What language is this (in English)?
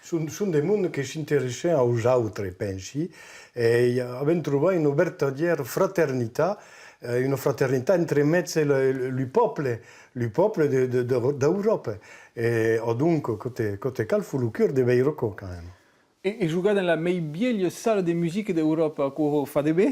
Occitan